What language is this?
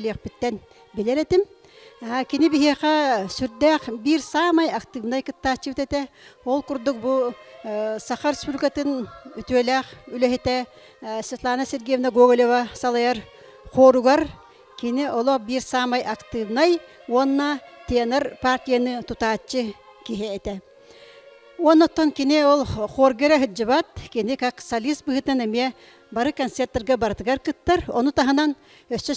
Yakut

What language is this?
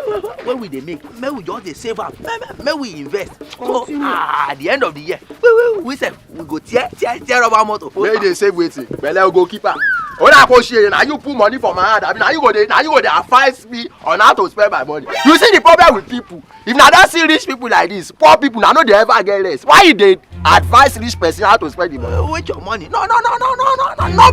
Nigerian Pidgin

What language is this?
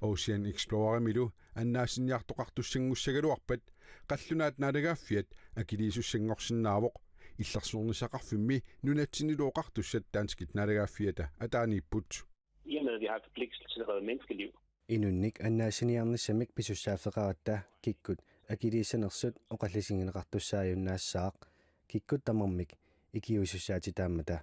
Kalaallisut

